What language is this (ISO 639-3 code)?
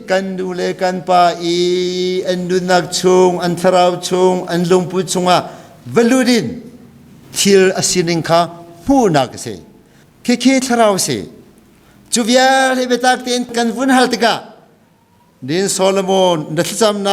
cnh